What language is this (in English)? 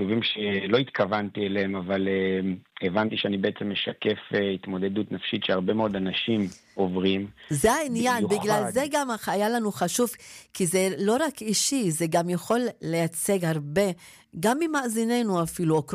Hebrew